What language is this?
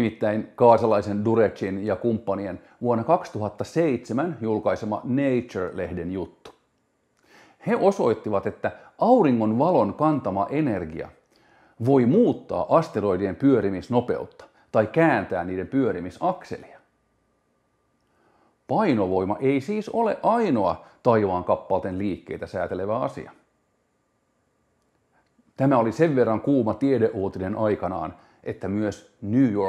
Finnish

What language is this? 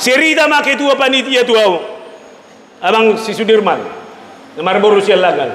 Batak Toba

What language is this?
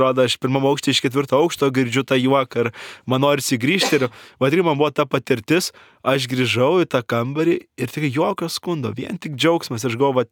Lithuanian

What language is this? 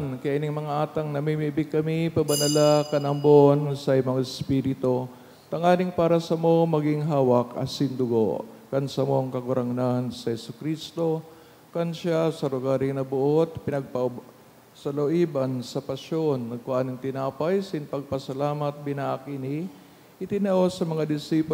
Bikol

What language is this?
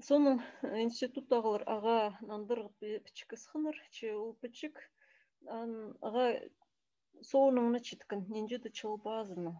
Khakas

